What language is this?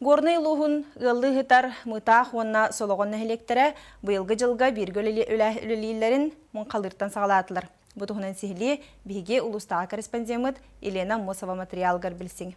Yakut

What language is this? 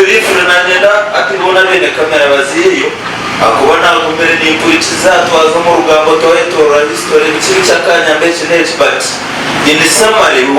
Nyankole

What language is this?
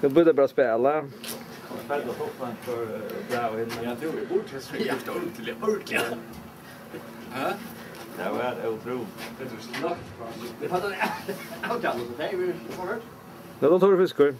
Faroese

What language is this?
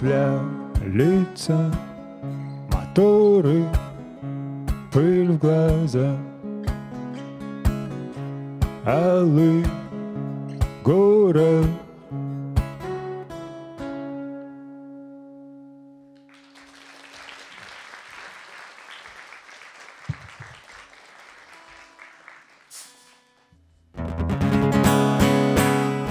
Russian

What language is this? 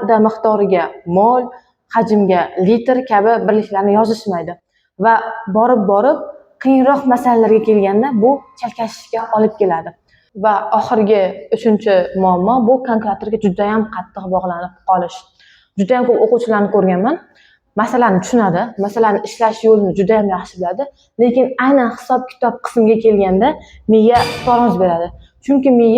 Uzbek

